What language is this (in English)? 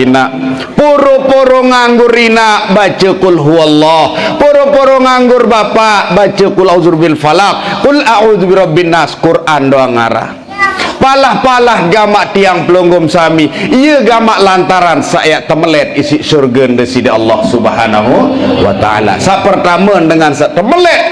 Sasak